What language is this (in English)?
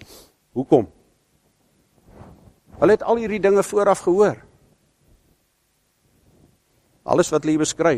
Afrikaans